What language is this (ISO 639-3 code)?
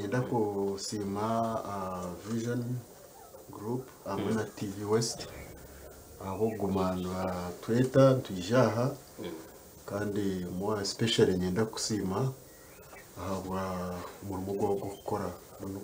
nyn